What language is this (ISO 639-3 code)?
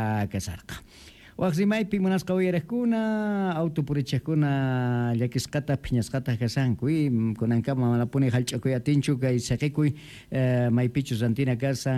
que